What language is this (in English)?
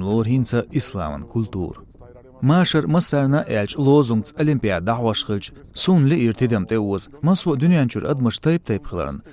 Chechen